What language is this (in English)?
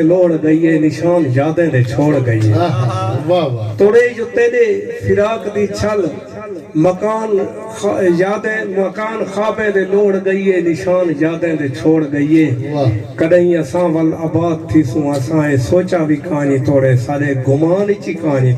Saraiki